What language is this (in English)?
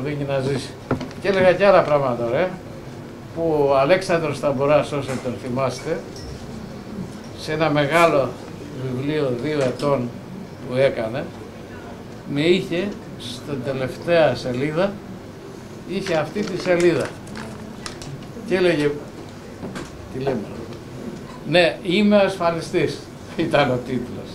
Greek